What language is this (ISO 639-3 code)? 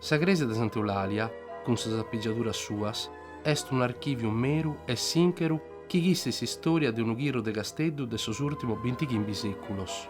srd